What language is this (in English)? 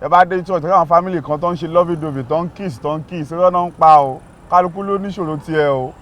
Yoruba